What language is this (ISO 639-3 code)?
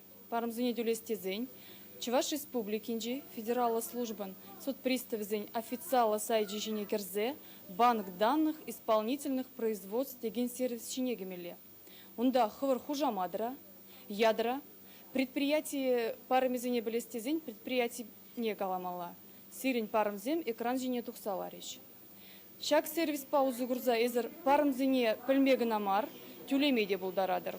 chv